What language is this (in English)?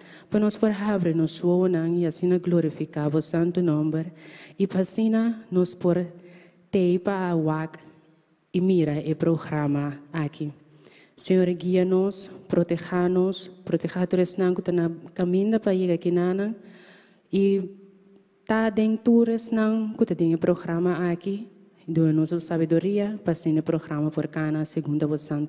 Papiamento